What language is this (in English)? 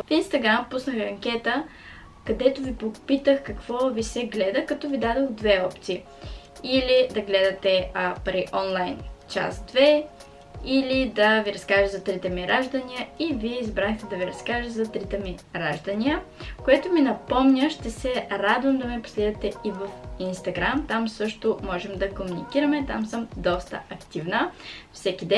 Bulgarian